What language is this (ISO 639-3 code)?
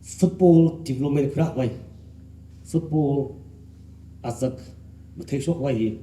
nmf